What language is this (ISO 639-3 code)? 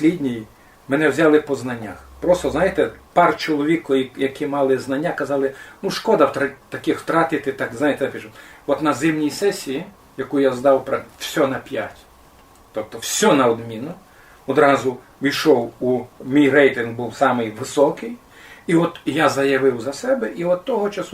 rue